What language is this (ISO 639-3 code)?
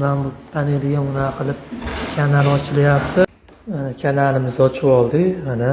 uzb